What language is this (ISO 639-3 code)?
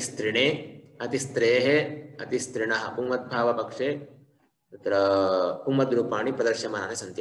san